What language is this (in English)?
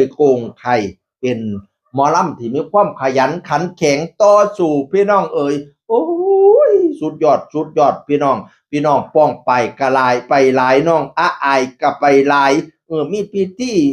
Northeastern Thai